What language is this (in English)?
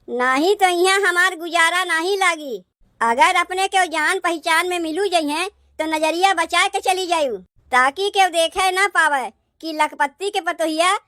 Awadhi